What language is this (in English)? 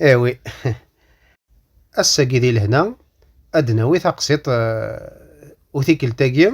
Kabyle